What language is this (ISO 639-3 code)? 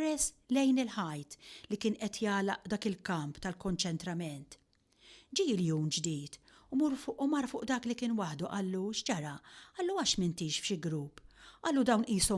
mlt